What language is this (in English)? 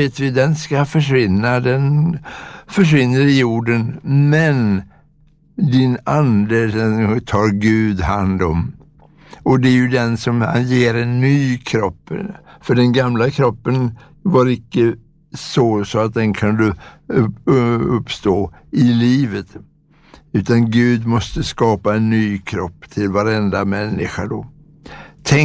Swedish